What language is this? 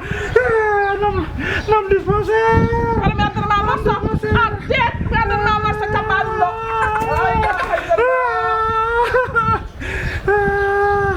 Fula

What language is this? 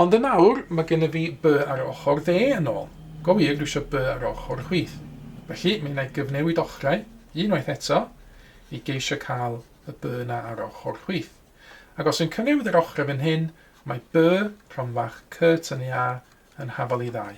Welsh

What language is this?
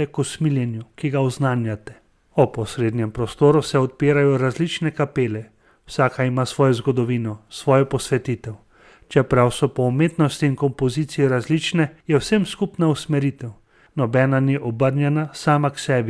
Slovenian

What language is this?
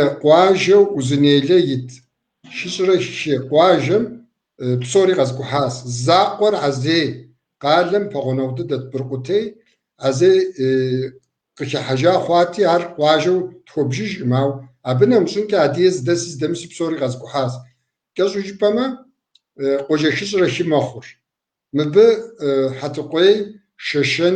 Kabardian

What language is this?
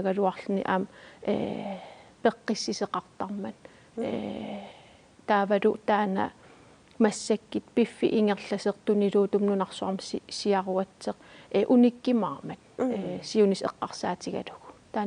Kalaallisut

